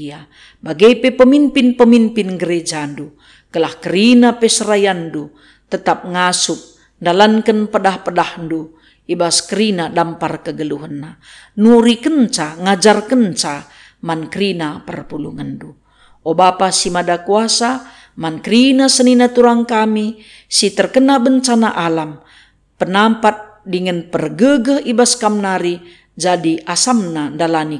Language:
Batak Karo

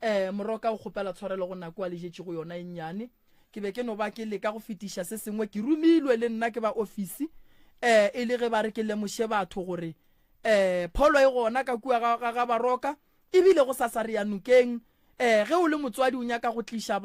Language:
Northern Sotho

